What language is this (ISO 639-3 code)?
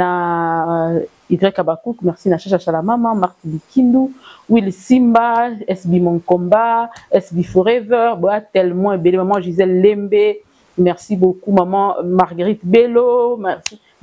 lin